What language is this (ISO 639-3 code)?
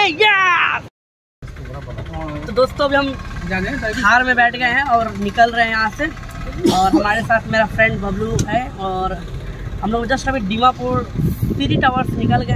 hin